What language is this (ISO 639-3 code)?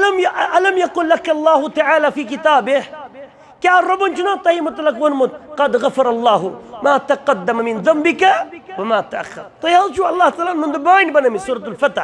kas